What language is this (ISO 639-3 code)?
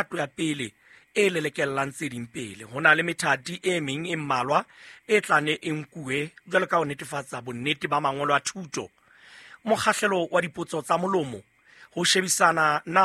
sot